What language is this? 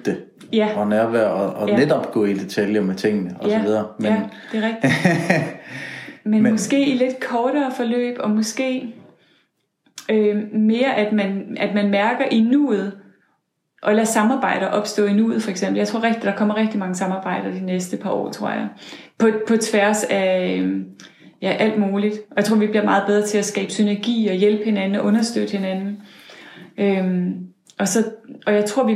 Danish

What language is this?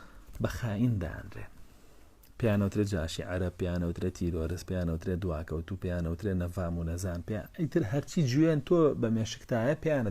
Central Kurdish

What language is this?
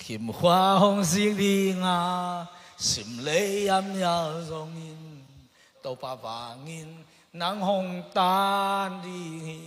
Tedim Chin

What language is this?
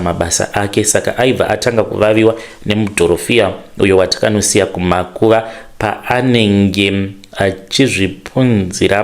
Shona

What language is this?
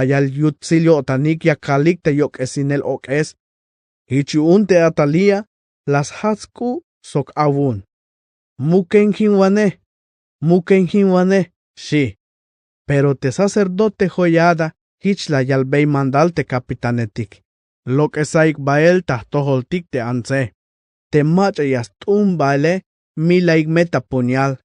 Tzeltal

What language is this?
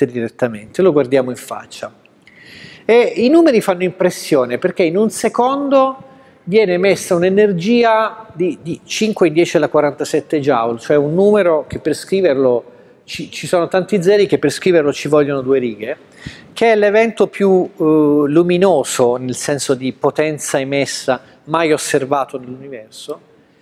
Italian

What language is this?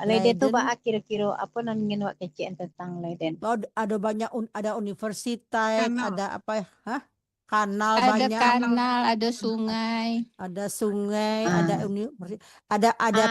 Minangkabau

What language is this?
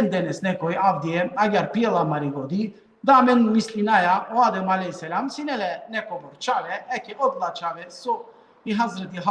Balkan Romani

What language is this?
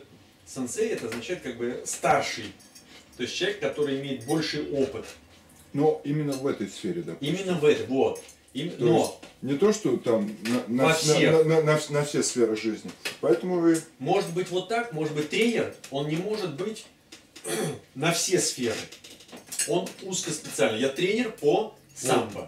Russian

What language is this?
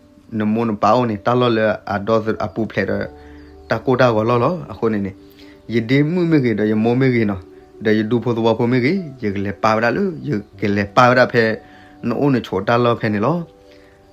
S'gaw Karen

